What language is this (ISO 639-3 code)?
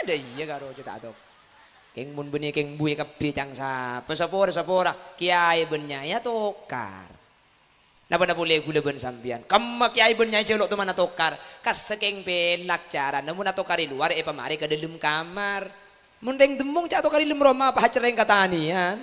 mad